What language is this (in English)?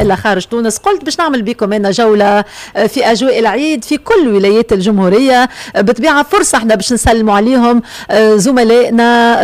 Tunisian Arabic